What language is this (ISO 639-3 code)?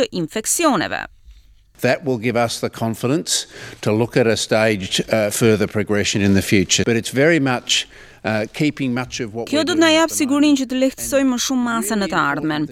sqi